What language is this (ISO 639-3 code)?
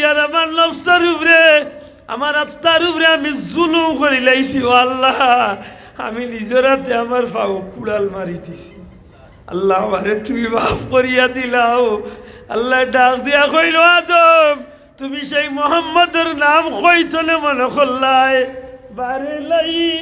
syl